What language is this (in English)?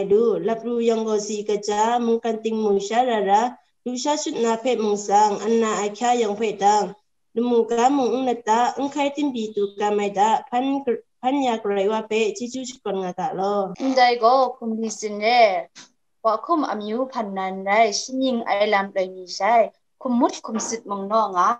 Kachin